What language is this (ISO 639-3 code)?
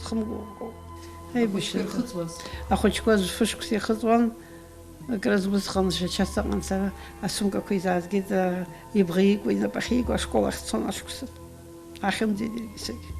abk